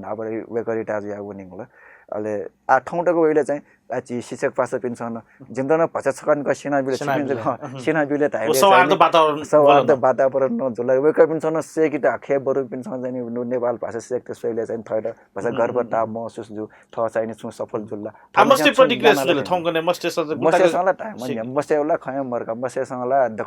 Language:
Newari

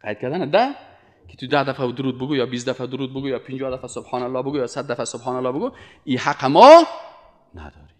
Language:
Persian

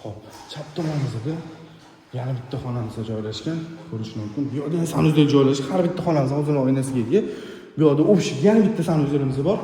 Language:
Uzbek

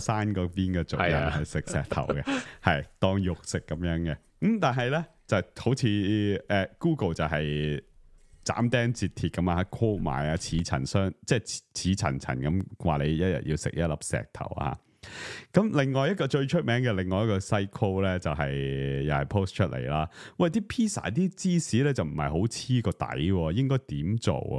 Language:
Cantonese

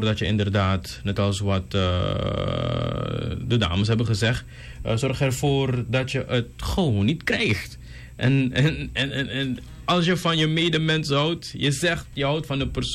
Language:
Dutch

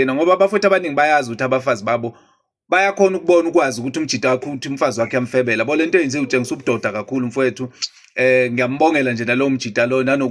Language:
Zulu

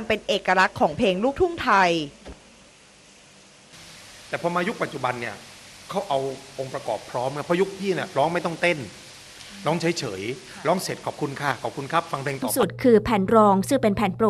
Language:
Thai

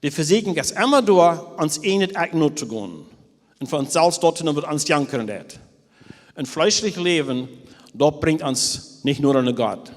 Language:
Plautdietsch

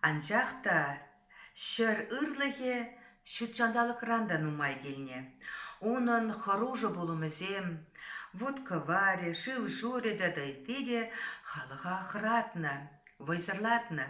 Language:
Chuvash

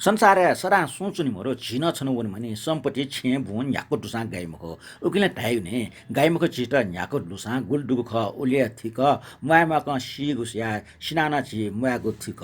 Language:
Newari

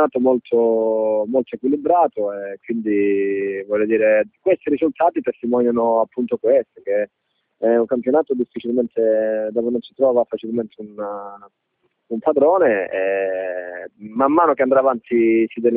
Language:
Italian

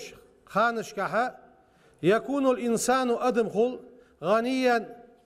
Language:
Ingush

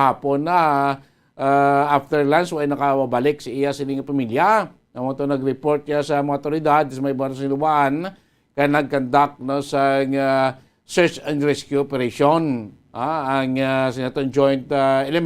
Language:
Hiligaynon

